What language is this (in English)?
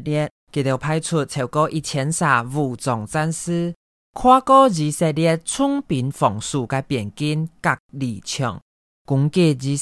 Hakka Chinese